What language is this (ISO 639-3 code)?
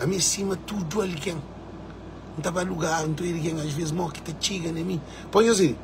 kea